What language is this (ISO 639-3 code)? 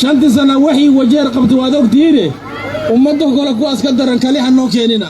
som